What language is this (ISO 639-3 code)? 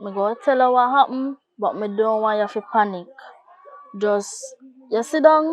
jam